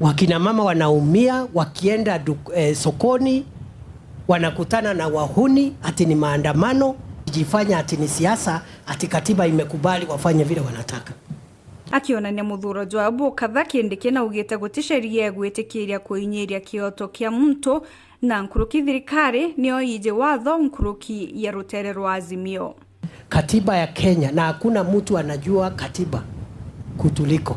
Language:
Meru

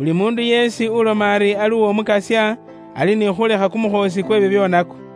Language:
Luyia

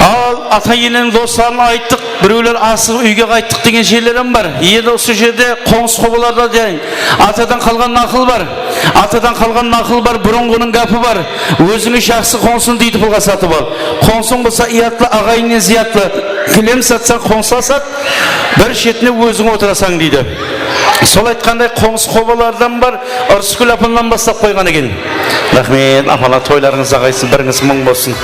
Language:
Kara-Kalpak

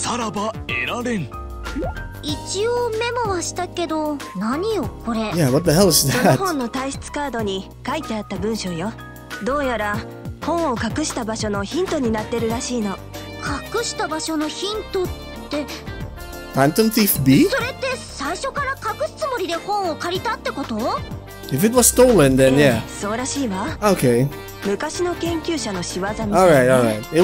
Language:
Japanese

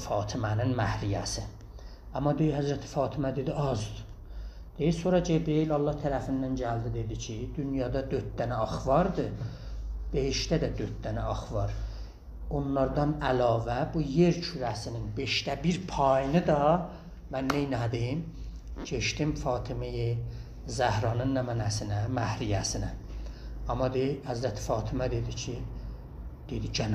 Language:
South Azerbaijani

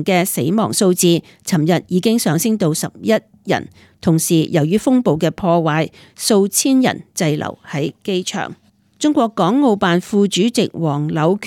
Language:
Cantonese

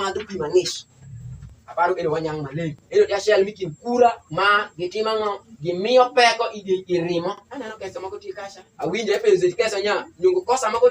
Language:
Alur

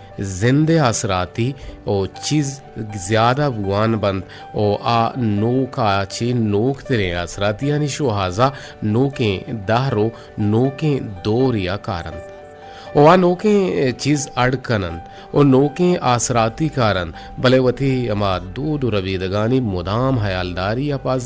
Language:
Eastern Balochi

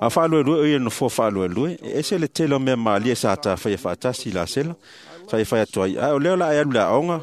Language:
Samoan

